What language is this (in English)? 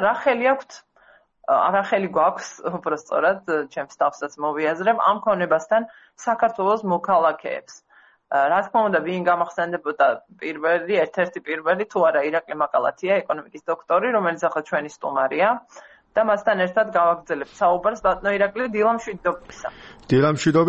Georgian